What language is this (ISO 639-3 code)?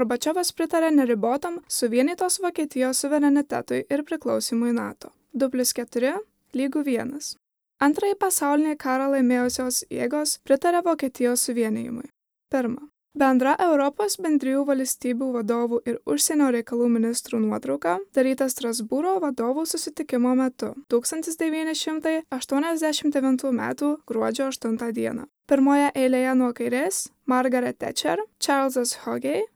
lit